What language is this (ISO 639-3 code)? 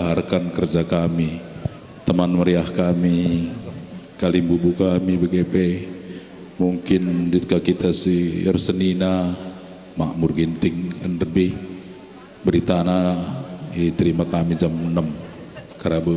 btx